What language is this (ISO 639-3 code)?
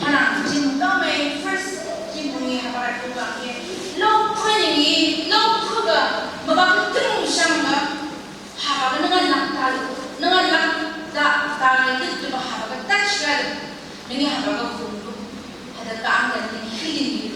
nph